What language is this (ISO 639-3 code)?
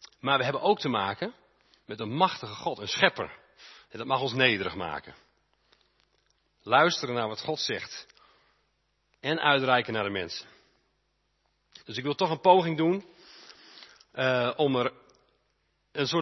nld